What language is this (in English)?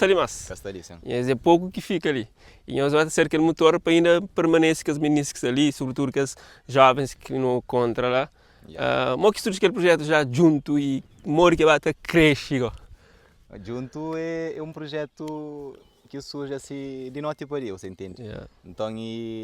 Kabuverdianu